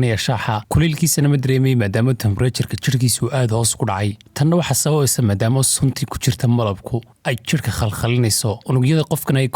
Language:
Somali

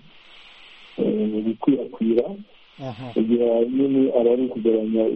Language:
Kinyarwanda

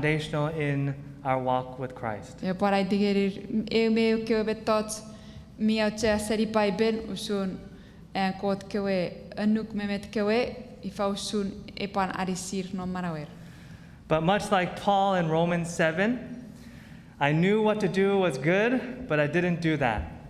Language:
Chuukese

